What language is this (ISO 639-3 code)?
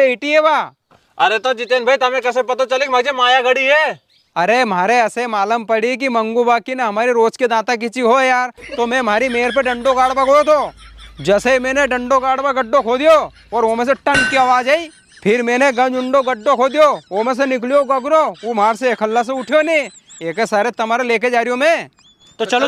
raj